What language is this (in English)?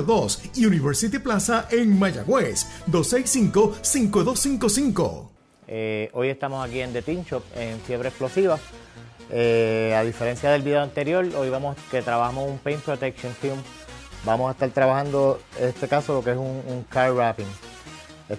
Spanish